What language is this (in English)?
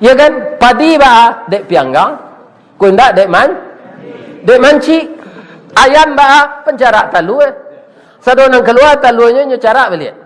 Minangkabau